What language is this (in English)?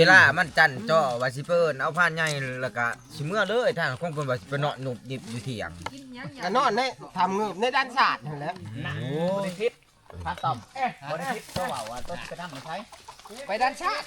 Northeastern Thai